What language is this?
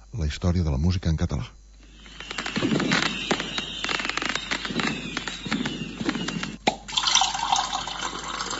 Catalan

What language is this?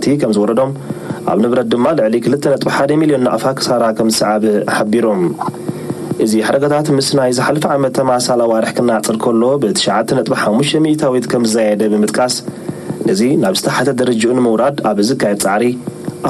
Tigrinya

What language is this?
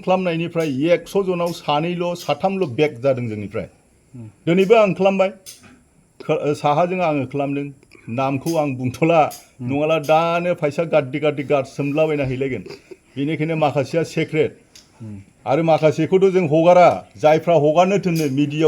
Bodo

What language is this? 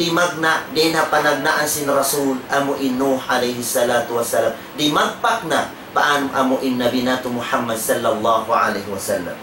Tausug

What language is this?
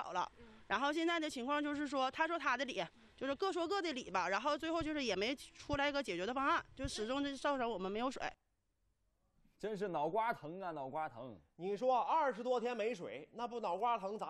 Chinese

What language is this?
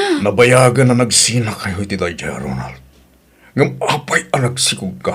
Iloko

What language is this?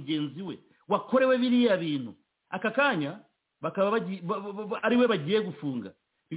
Kinyarwanda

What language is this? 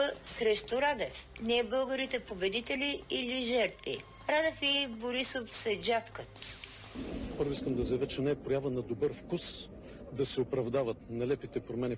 Bulgarian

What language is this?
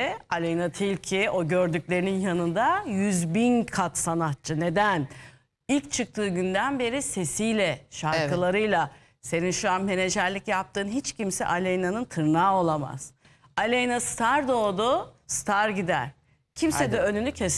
Turkish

